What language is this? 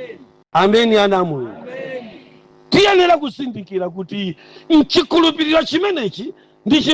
Nyanja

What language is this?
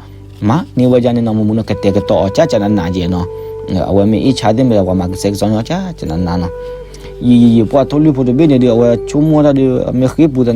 S'gaw Karen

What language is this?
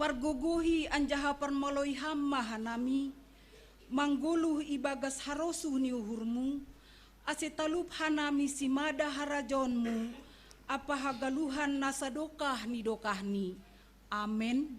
Batak Simalungun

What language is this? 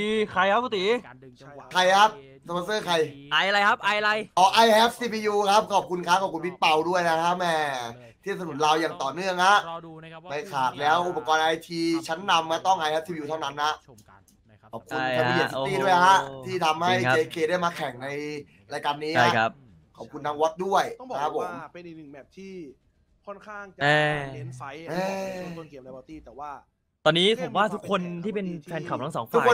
Thai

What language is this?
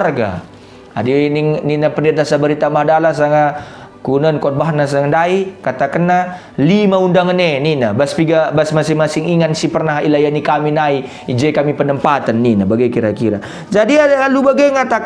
Batak Karo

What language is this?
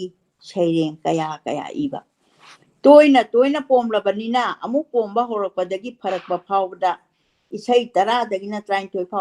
Manipuri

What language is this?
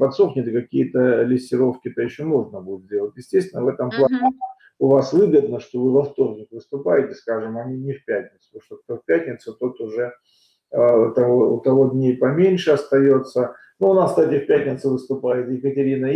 Russian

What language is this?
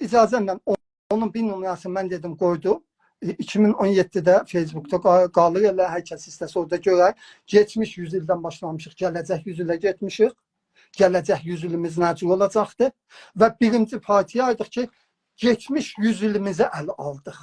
South Azerbaijani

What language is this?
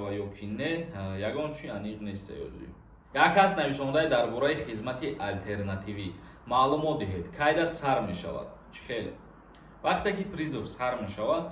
Tajik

